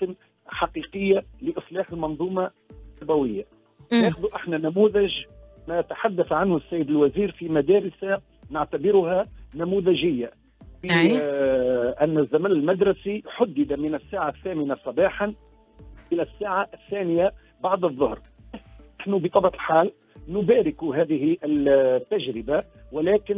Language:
Tunisian Arabic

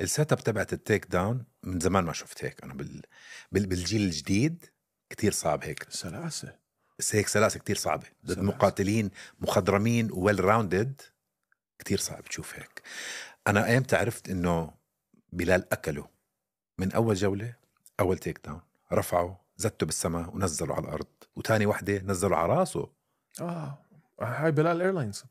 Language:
North Levantine Arabic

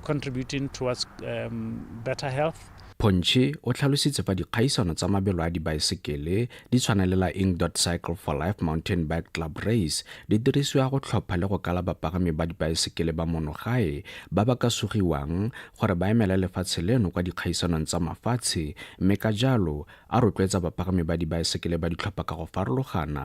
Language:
Tswana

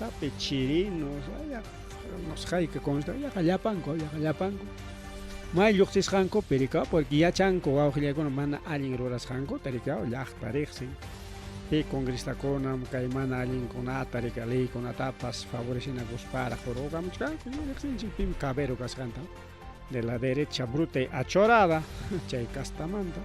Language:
Ayacucho Quechua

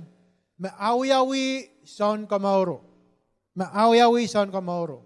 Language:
Pohnpeian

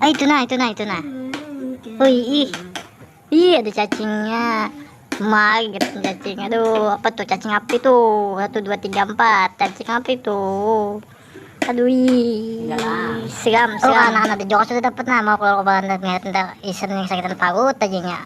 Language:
Banjar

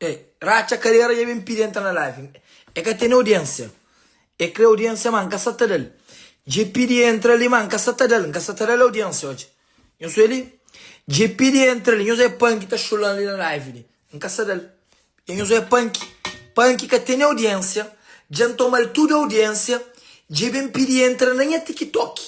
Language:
Kabuverdianu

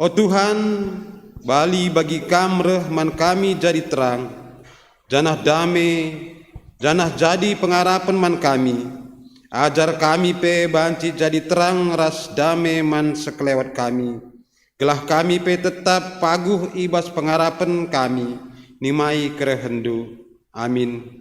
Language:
Batak Karo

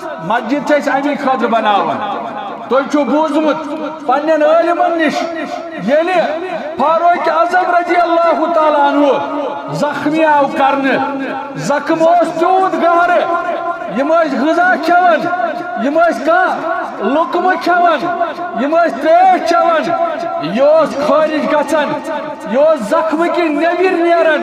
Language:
Kashmiri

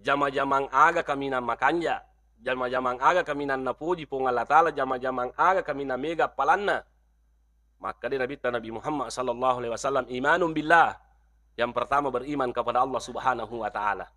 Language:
Buginese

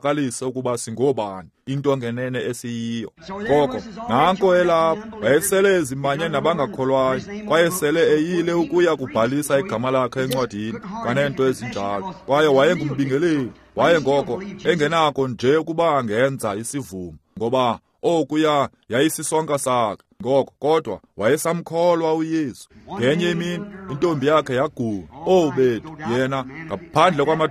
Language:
Xhosa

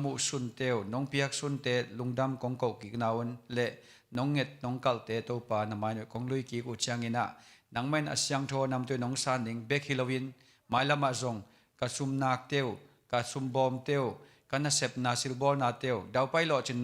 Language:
Tedim Chin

